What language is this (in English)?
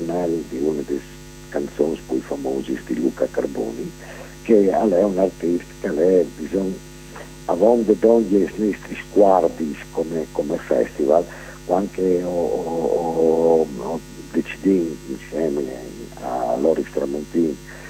Italian